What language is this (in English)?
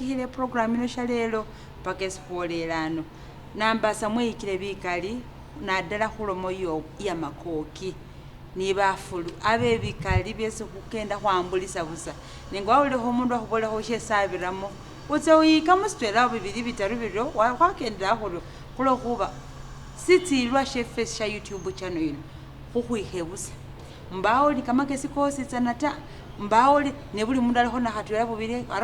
Masaaba